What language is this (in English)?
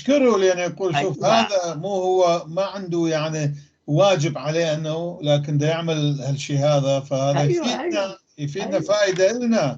North Levantine Arabic